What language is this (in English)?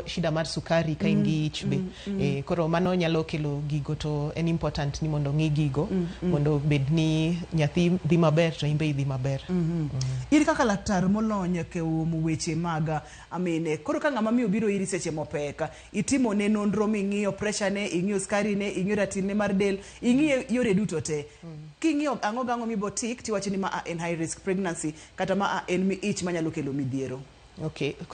Luo (Kenya and Tanzania)